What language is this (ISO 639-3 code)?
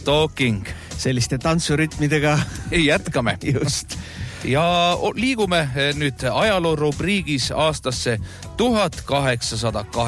est